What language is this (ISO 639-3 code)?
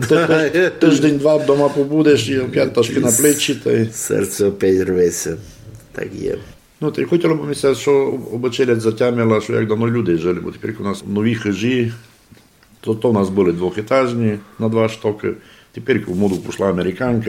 rue